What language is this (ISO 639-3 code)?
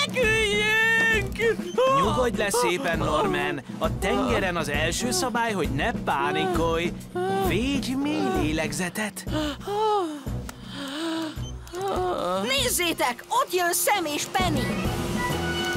hun